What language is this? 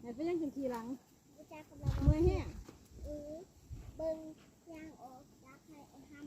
Lao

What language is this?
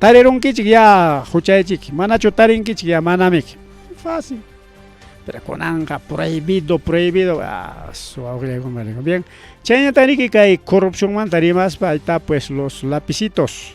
Ayacucho Quechua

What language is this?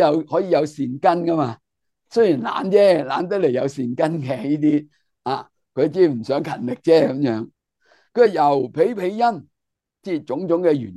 Cantonese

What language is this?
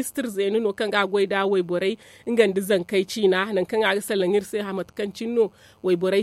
Zarma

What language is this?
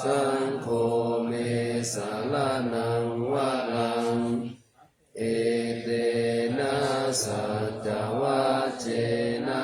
Pali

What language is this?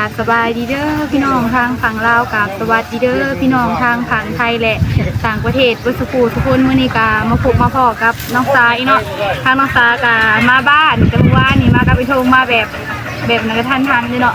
Northeastern Thai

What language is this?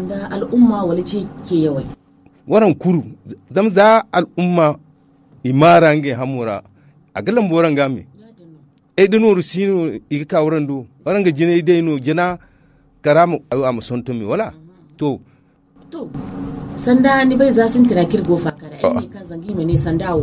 Zarma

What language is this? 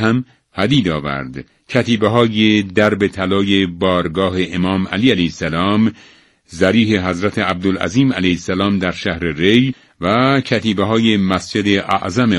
Persian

